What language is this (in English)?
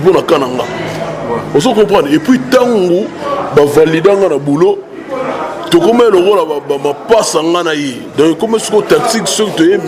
Lingala